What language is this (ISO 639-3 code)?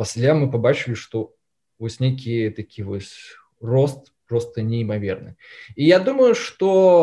bel